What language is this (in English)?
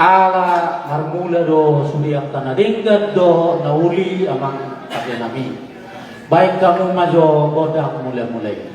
Batak Toba